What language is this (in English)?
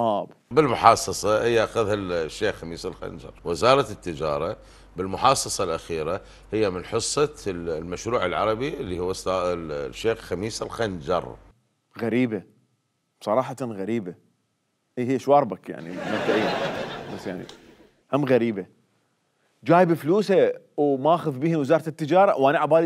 Mesopotamian Arabic